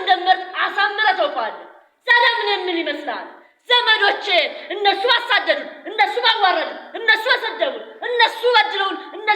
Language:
Amharic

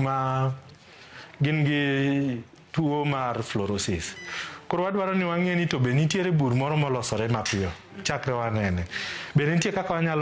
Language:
Luo (Kenya and Tanzania)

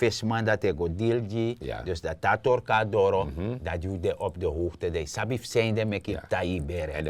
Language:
Sranan Tongo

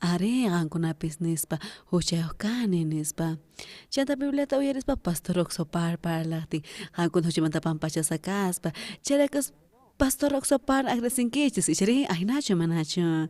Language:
South Bolivian Quechua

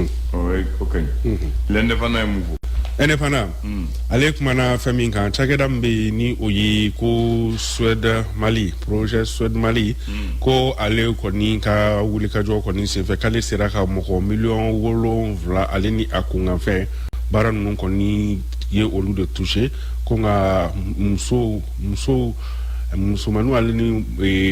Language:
Bambara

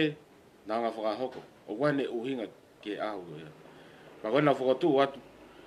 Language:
Tongan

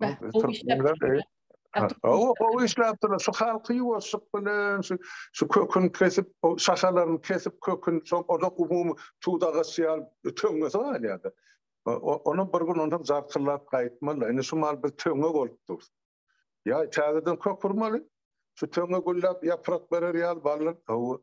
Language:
Turkmen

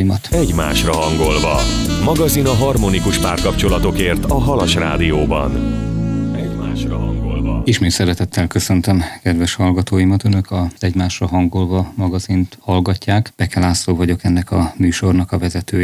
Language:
Hungarian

